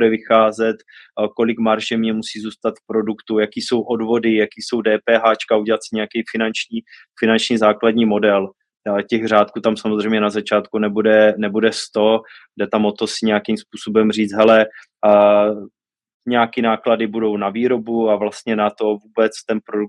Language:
Czech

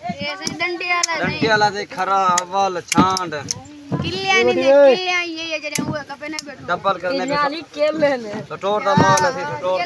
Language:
Saraiki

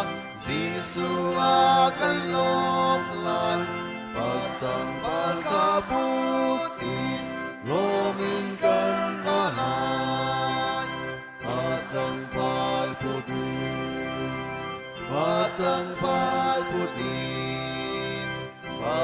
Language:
Hakha Chin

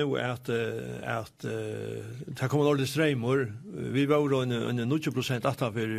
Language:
Faroese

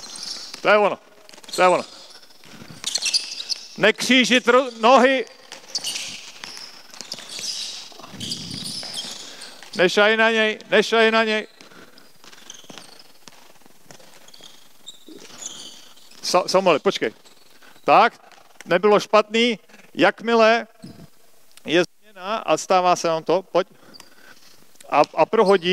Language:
Czech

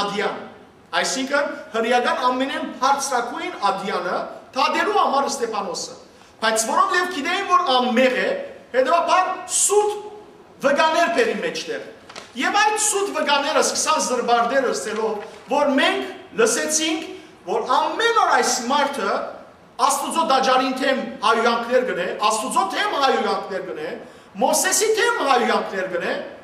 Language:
Western Armenian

